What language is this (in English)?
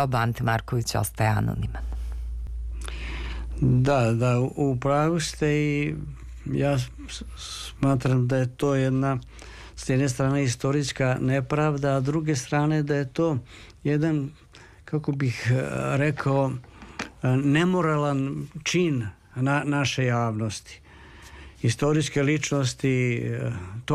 Serbian